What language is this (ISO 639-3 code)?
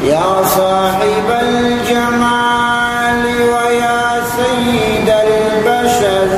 bal